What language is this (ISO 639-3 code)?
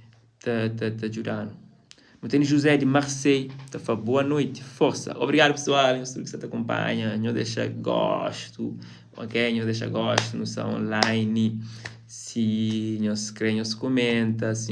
kea